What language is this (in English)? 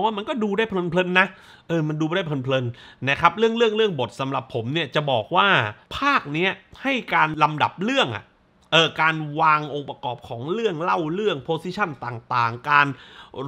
Thai